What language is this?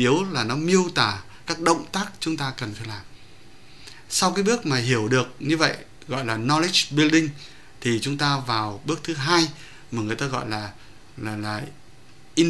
Vietnamese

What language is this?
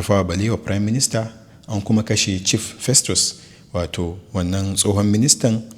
Hausa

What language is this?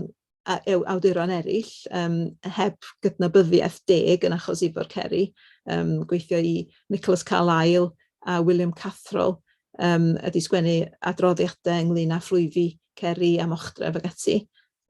Welsh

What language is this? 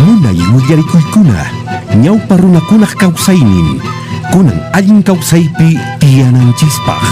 Quechua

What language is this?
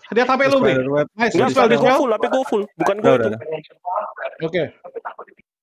Indonesian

